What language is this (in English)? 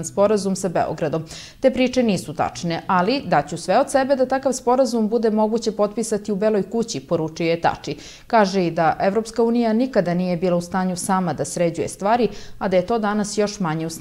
Serbian